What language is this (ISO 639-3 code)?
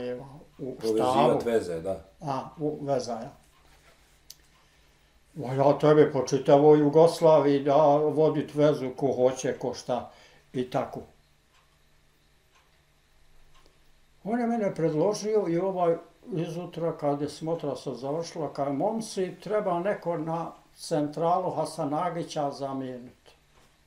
bos